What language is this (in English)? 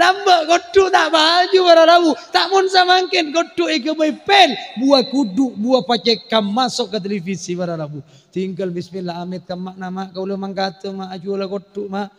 Madurese